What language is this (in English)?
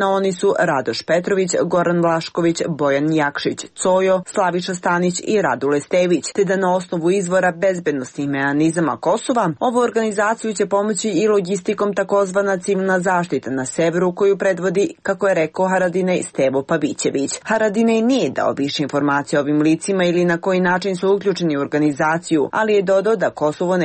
Serbian